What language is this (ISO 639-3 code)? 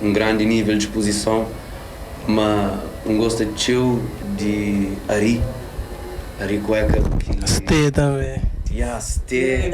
kea